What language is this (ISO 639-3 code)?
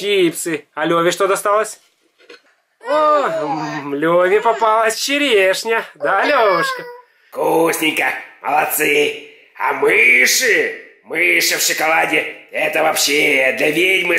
rus